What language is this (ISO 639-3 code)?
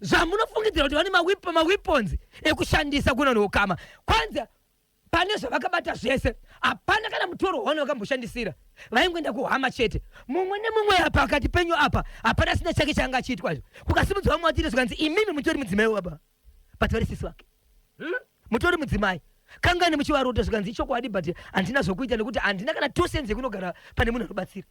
sna